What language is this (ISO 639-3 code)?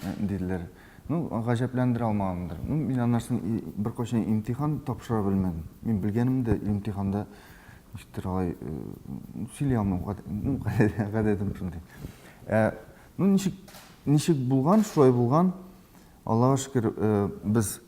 tat